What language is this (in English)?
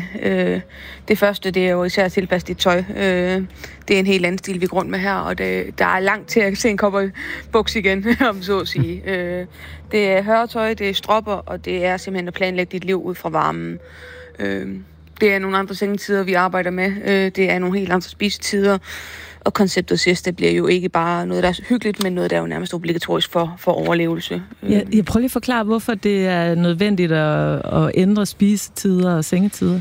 Danish